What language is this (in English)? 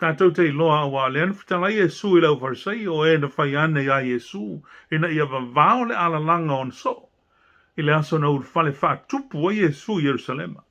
Samoan